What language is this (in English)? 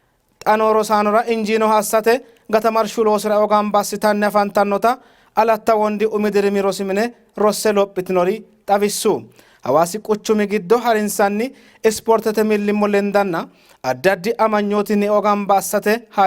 Sidamo